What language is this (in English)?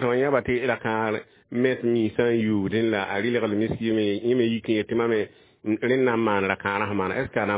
Mossi